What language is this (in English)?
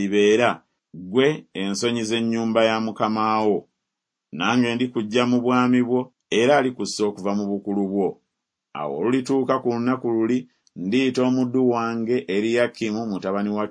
Ganda